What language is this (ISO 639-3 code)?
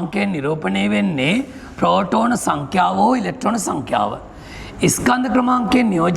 sin